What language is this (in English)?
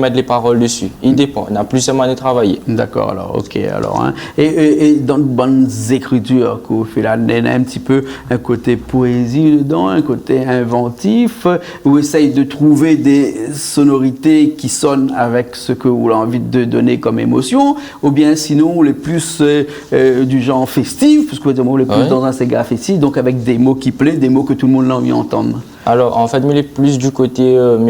Réunion Creole French